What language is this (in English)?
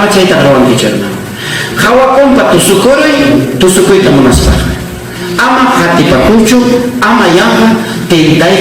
Ayacucho Quechua